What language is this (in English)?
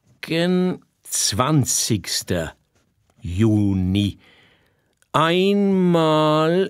Swiss German